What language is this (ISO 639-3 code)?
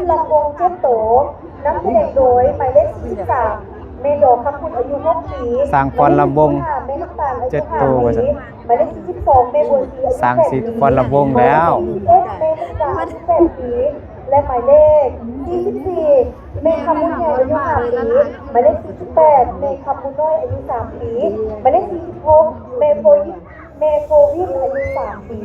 lao